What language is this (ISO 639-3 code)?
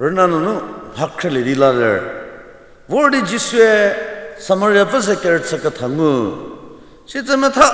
njm